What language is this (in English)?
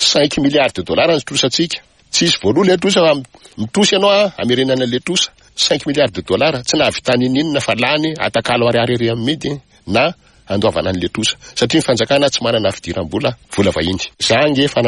Malagasy